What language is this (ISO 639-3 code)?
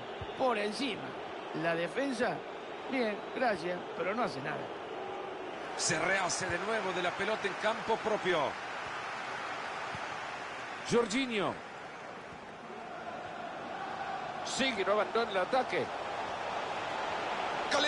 spa